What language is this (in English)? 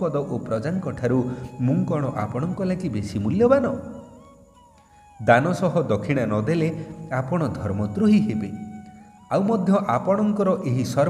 Odia